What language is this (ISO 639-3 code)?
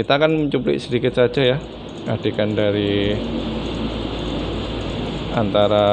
ind